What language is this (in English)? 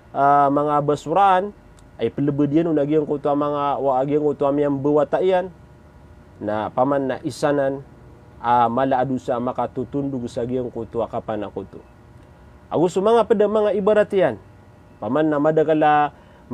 Maranao